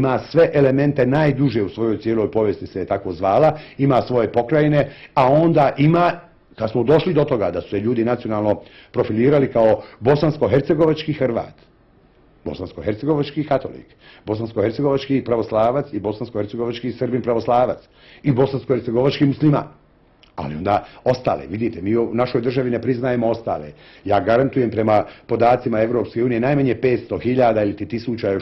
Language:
Bosnian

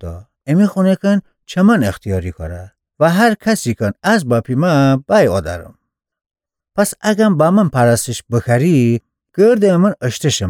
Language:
Gilaki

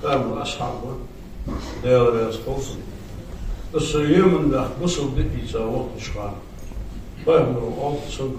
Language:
Ingush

